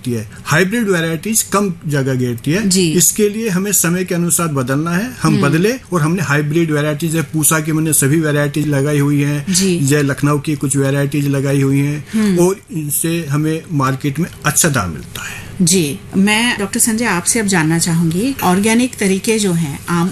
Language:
Hindi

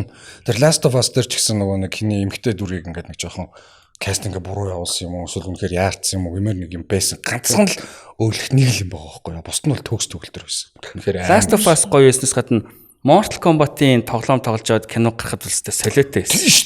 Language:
Mongolian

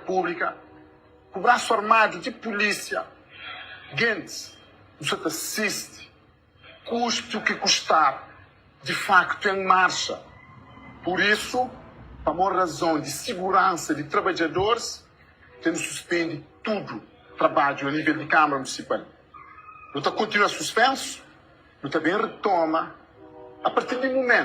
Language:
Kabuverdianu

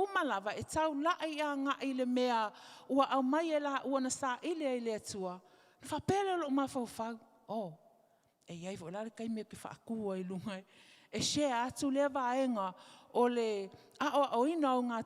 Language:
Samoan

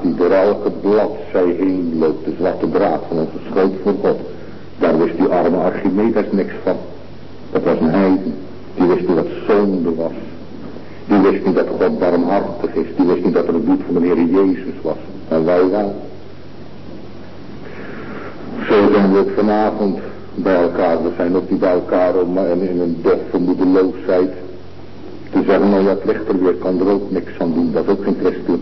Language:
Dutch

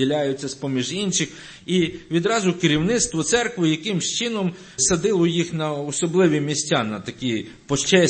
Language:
Ukrainian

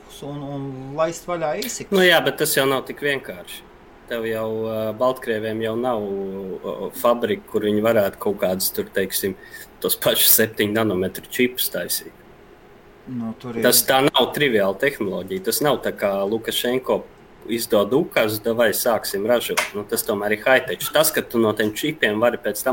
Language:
Latvian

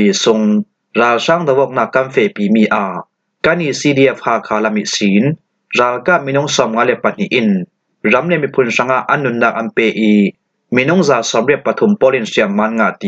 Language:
Falam Chin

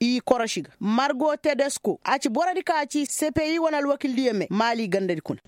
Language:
Koyraboro Senni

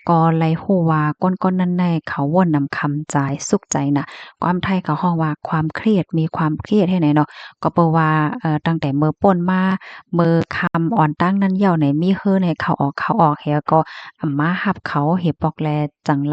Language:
Shan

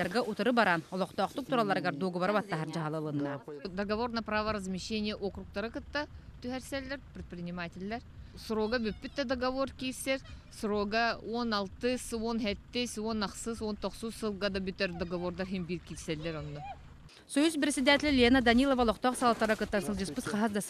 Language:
Yakut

